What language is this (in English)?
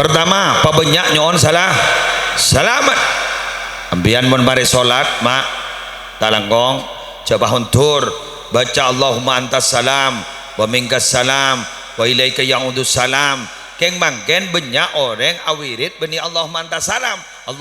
Madurese